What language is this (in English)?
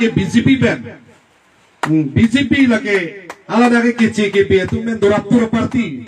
Karbi